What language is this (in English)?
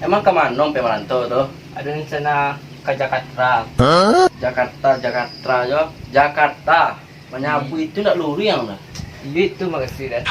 Minangkabau